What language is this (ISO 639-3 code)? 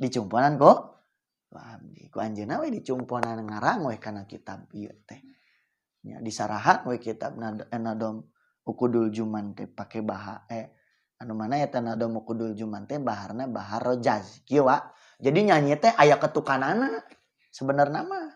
sun